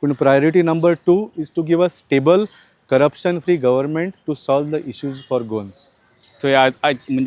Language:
Konkani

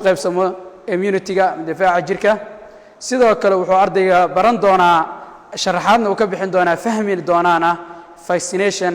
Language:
Somali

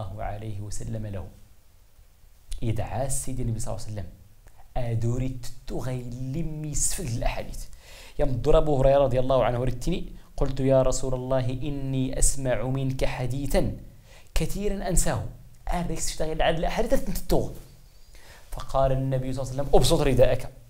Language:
Tachelhit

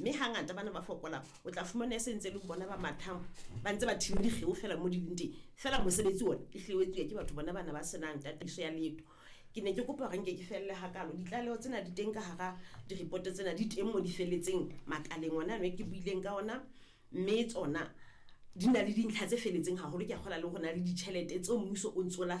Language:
Southern Sotho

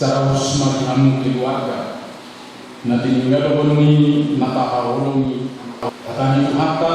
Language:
Batak Toba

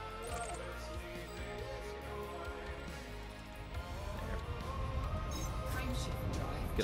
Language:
English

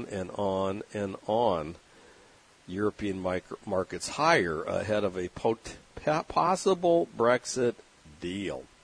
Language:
English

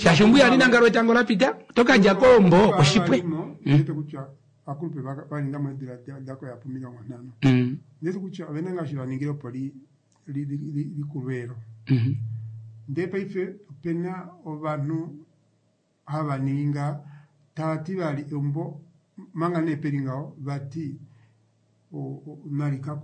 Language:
Kuanyama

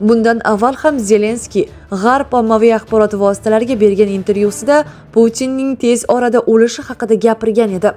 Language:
Uzbek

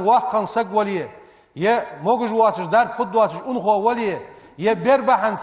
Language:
Ingush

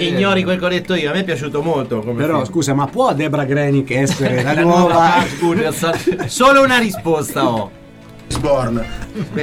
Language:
Italian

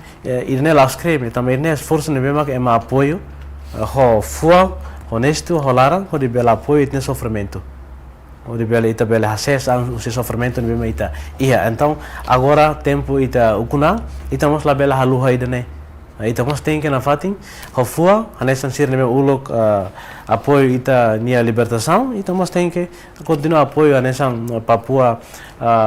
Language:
Tetum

